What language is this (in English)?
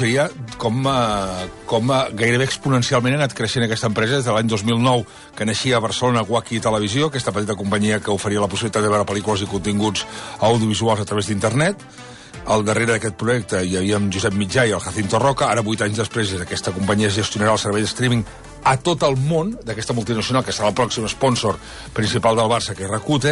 Catalan